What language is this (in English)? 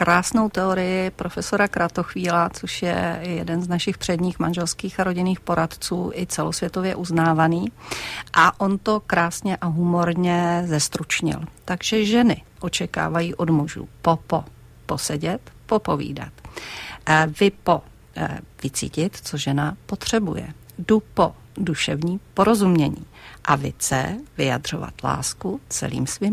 Czech